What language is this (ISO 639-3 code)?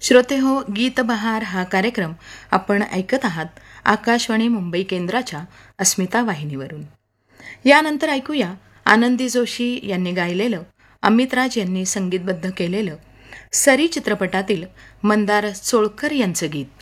mar